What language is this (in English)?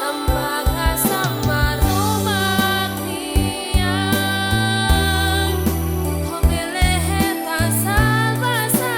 Tetum